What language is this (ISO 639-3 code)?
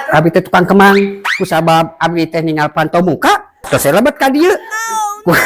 sun